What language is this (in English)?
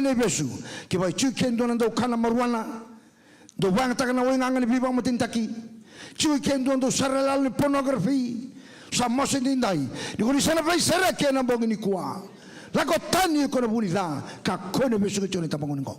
Fijian